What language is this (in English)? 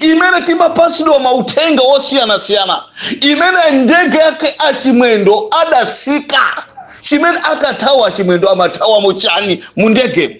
Nyanja